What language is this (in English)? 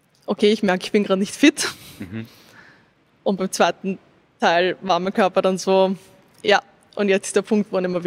German